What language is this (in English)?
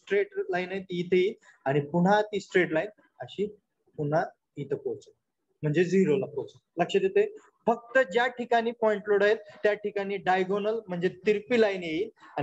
Marathi